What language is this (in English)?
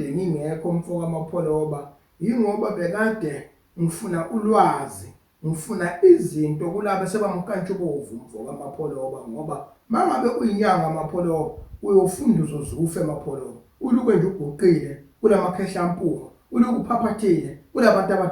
Zulu